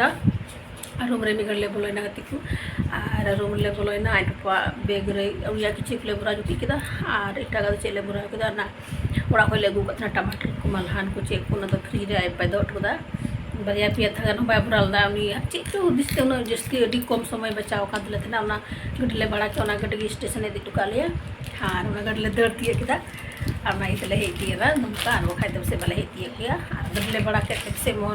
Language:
Santali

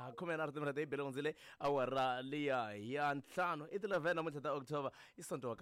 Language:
Tsonga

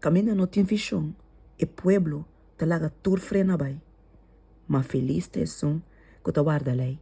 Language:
Papiamento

